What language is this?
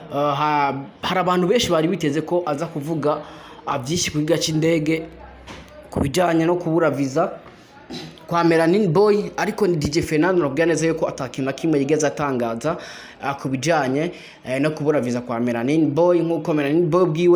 Rundi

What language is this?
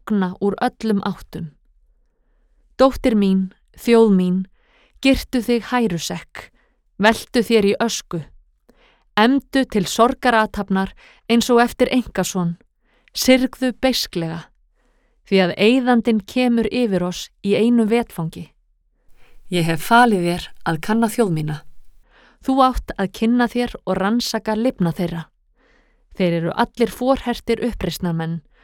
Icelandic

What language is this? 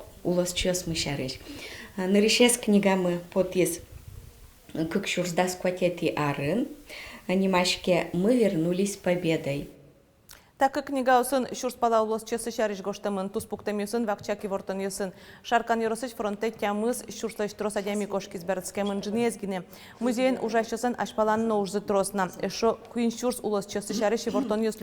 Udmurt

